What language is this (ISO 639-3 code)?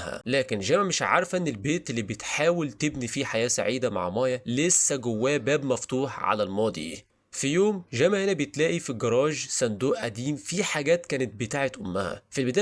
arz